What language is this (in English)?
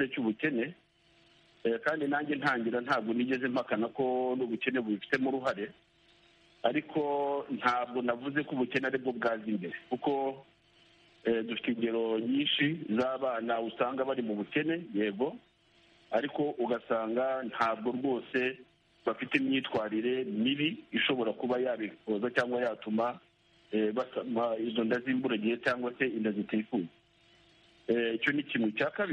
Kinyarwanda